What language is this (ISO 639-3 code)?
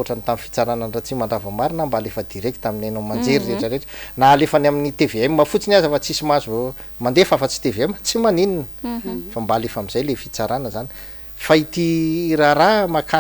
mlg